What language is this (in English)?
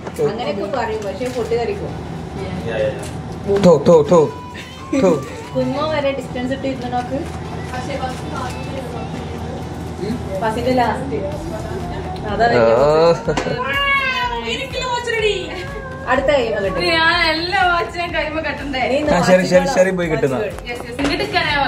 Malayalam